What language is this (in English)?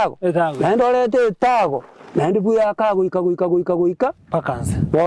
Gusii